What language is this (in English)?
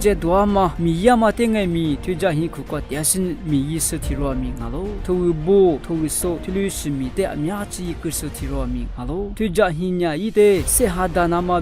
Lisu